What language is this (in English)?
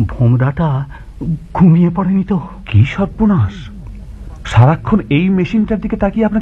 Bangla